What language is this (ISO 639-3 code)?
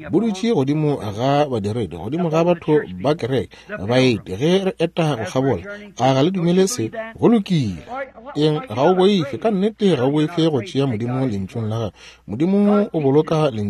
nso